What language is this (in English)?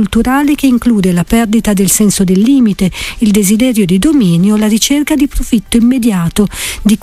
Italian